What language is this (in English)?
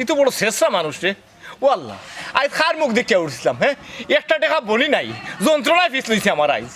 Sylheti